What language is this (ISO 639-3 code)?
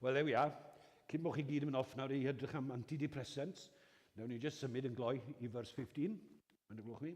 cym